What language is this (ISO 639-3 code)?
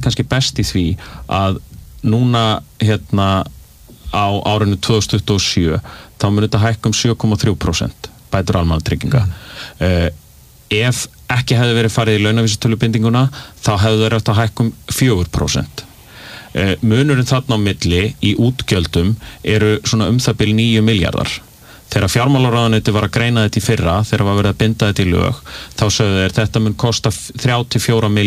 isl